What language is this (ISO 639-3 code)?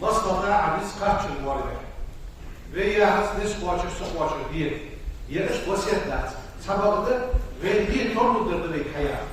inh